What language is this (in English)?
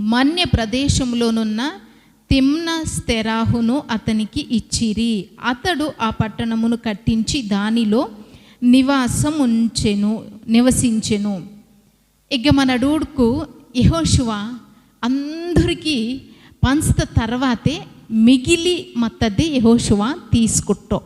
Koya